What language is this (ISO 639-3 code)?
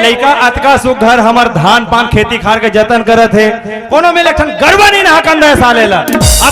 hne